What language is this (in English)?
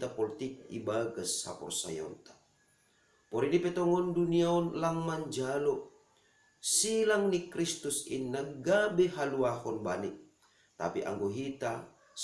Batak Simalungun